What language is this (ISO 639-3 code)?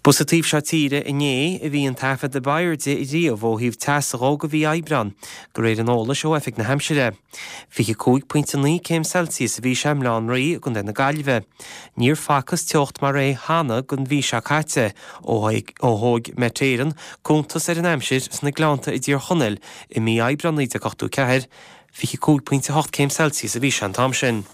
gle